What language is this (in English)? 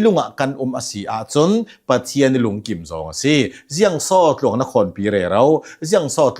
Hakha Chin